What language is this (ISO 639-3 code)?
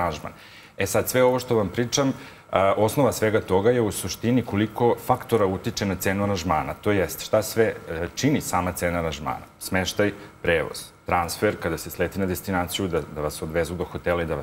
srp